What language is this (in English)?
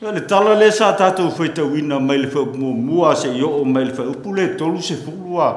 Samoan